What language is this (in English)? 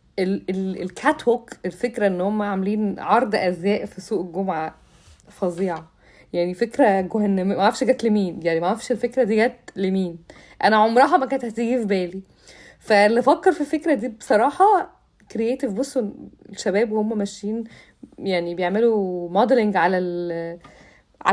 Egyptian Arabic